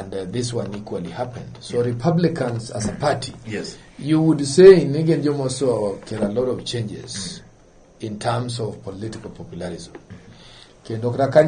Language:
Luo (Kenya and Tanzania)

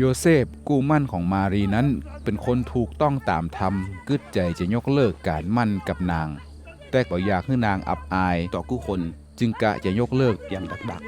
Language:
Northern Thai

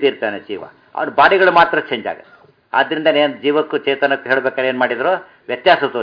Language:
Kannada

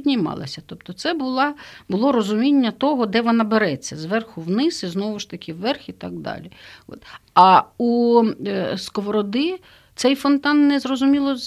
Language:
Ukrainian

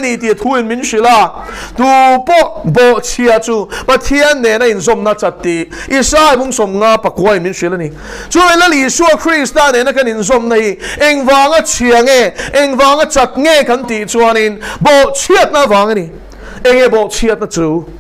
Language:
Mizo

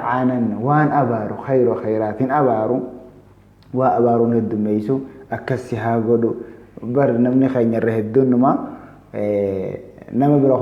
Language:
Oromo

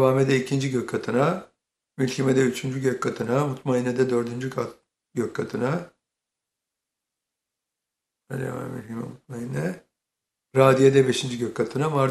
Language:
Turkish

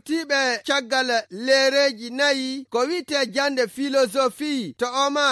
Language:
Nigerian Fulfulde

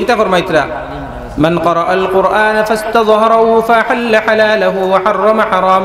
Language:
Sylheti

